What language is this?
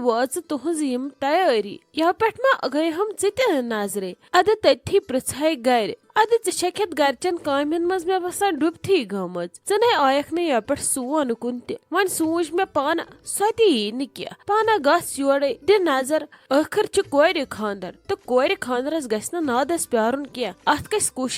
Kashmiri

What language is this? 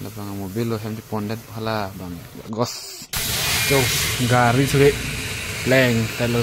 Karbi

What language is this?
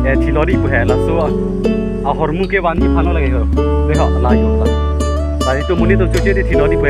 Karbi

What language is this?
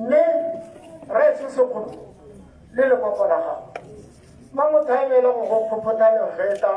Tswana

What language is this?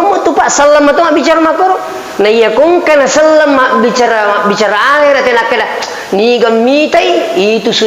Buginese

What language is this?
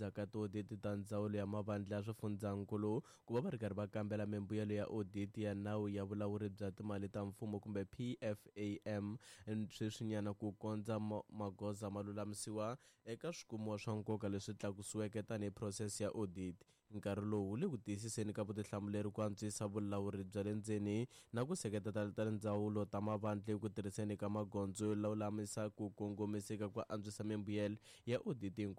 Tsonga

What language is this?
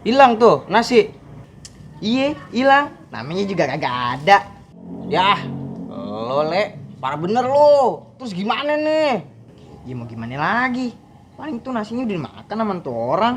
Betawi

